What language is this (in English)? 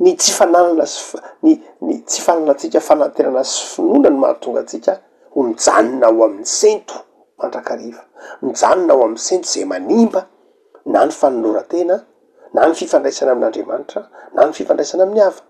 Malagasy